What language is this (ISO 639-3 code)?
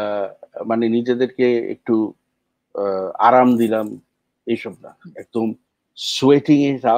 ben